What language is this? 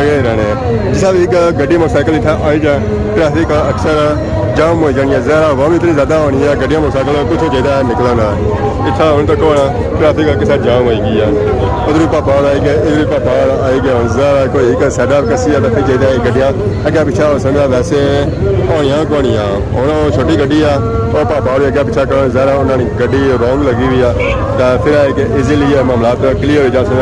Pahari-Potwari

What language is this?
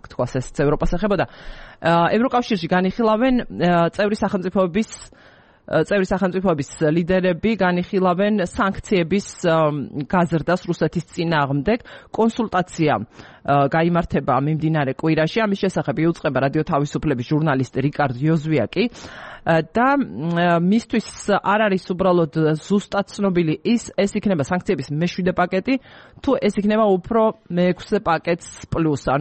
Georgian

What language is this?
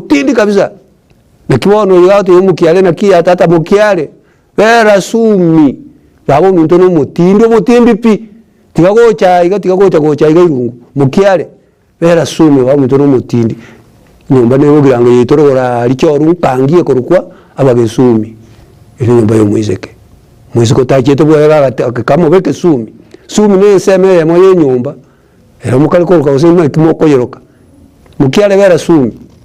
Gusii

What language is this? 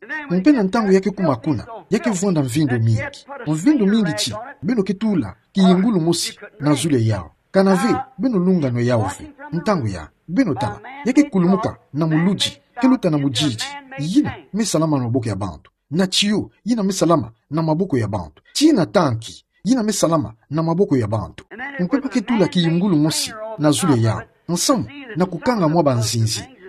Kituba (Democratic Republic of Congo)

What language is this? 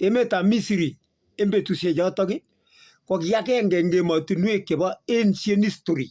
Kalenjin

